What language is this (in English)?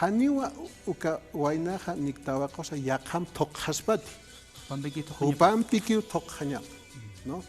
Aymara